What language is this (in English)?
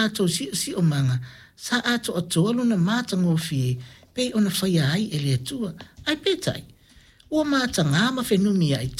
Samoan